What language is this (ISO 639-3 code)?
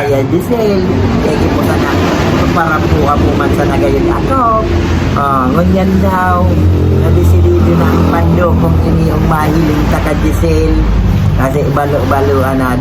bik